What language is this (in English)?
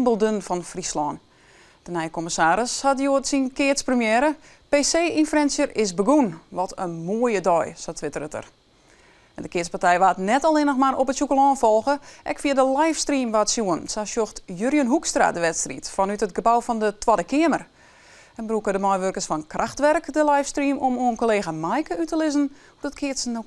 Western Frisian